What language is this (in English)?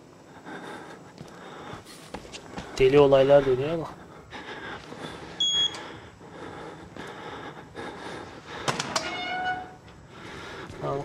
Turkish